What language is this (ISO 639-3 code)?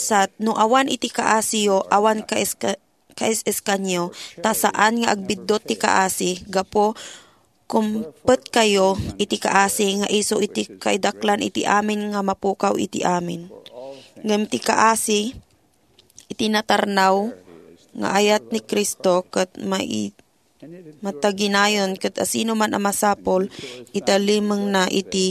ilo